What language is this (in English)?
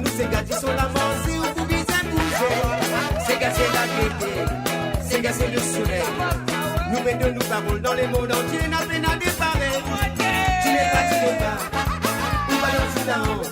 Morisyen